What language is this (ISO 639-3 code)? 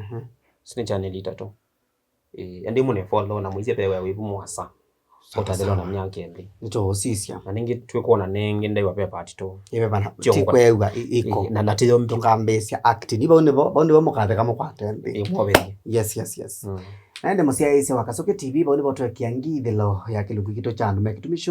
kam